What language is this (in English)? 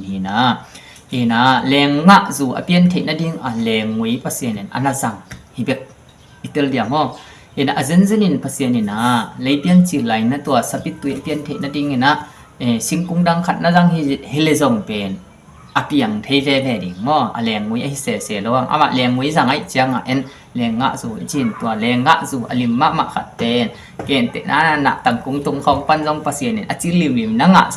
Tedim Chin